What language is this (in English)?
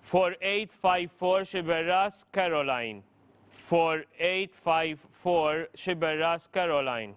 English